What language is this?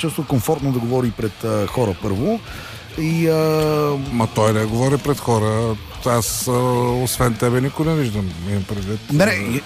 Bulgarian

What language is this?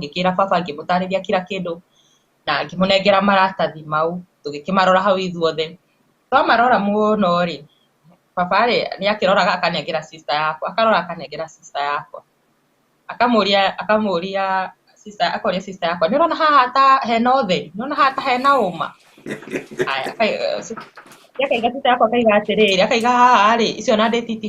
Kikuyu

